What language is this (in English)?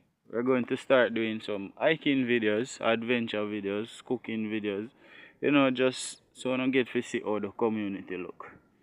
Jamaican Creole English